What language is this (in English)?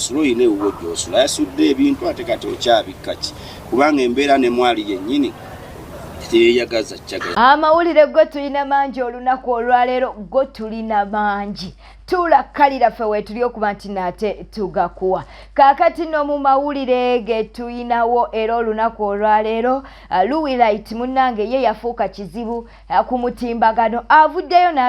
Ganda